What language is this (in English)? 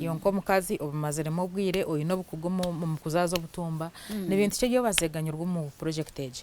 Nyankole